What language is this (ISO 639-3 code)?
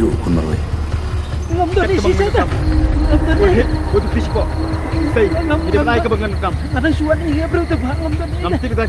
kha